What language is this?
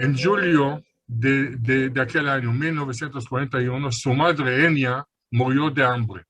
Ladino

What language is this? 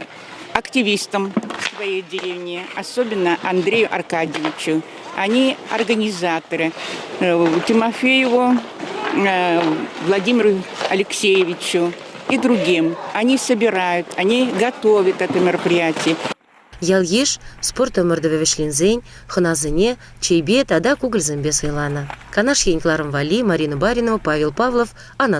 Chuvash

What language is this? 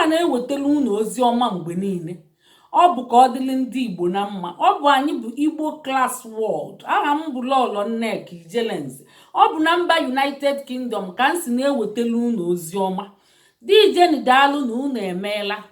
Igbo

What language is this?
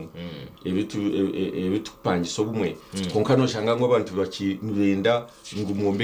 Nyankole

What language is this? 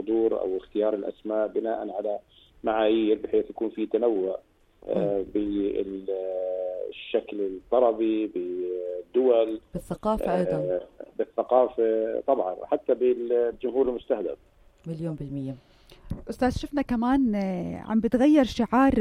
North Levantine Arabic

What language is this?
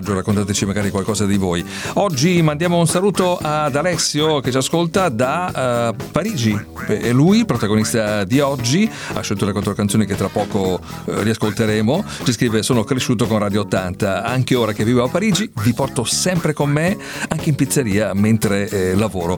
Italian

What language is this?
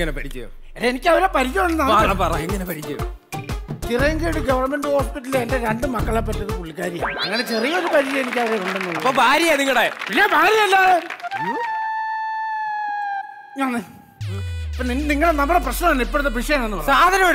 Malayalam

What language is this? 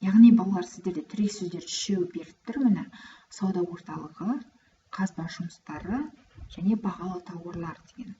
Kazakh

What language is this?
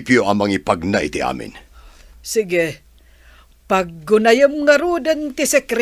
Iloko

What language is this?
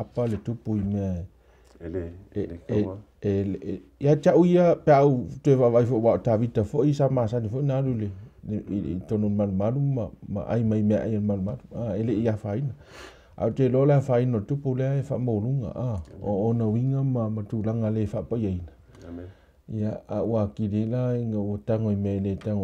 Samoan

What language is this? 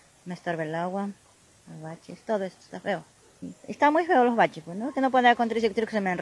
Spanish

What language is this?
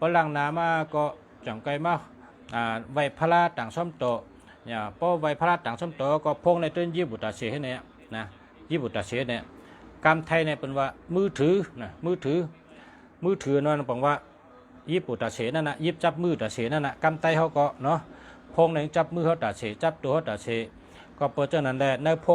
Shan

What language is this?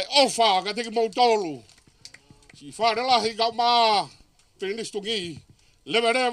Tongan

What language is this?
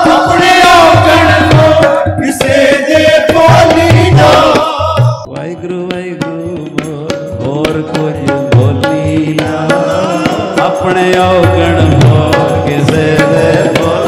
Punjabi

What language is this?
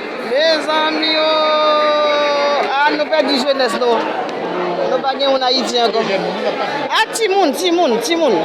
Haitian Creole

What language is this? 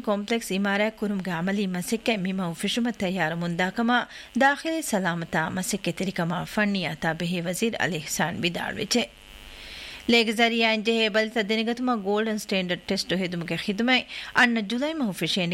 Divehi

